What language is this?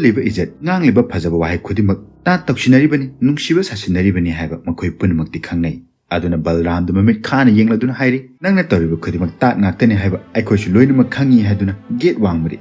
Manipuri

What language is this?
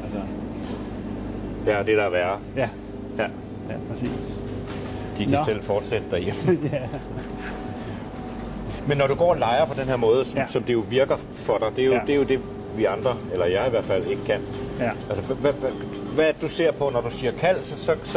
Danish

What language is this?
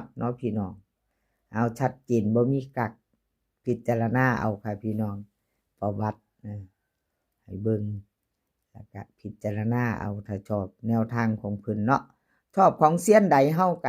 Northeastern Thai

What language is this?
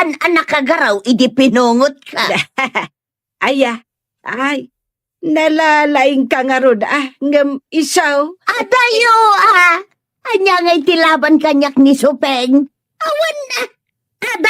Iloko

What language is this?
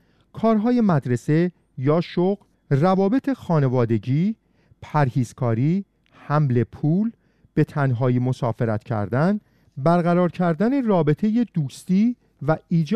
Persian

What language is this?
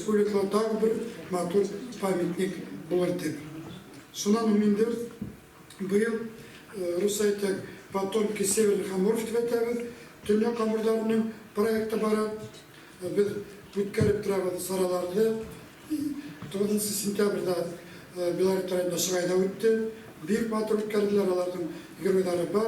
Bashkir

